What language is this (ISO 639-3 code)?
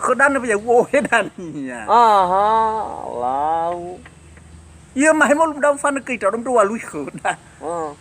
nia